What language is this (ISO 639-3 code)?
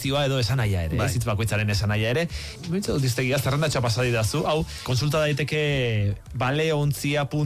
eus